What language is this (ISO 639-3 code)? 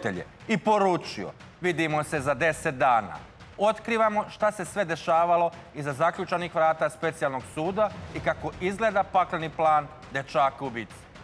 srp